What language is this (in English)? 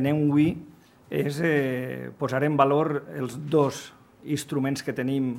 Catalan